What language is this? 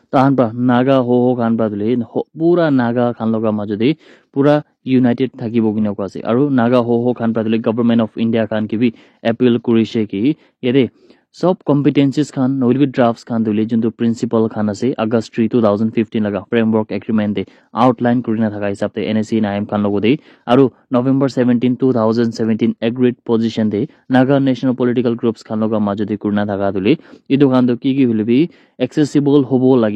Naga Pidgin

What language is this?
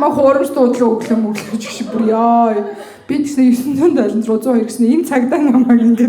Mongolian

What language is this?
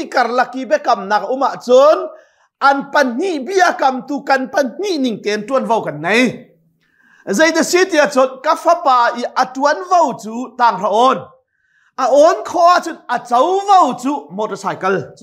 Hakha Chin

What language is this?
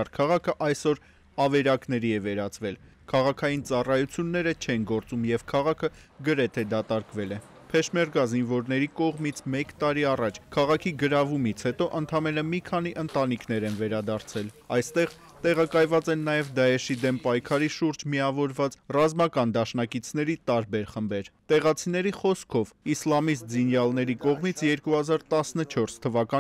Armenian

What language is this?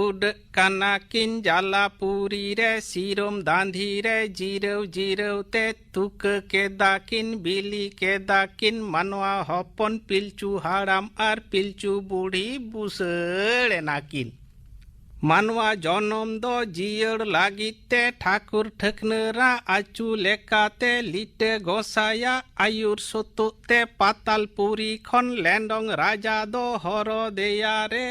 Santali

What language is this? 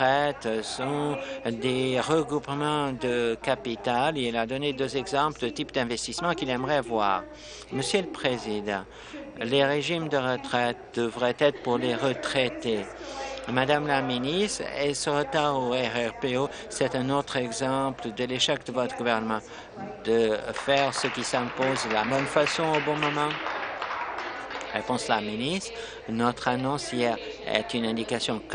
French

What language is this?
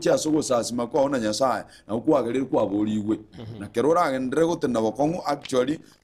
Gusii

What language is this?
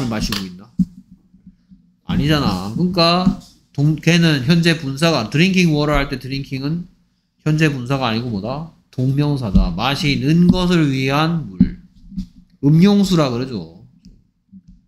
Korean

